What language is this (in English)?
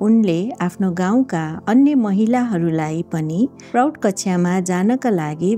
Nepali